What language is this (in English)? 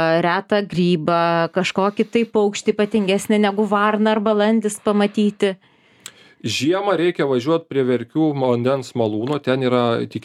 Lithuanian